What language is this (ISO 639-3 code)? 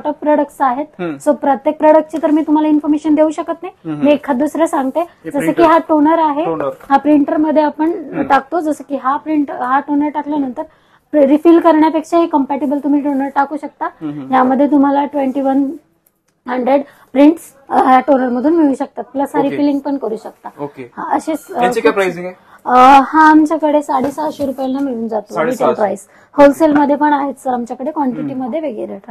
mar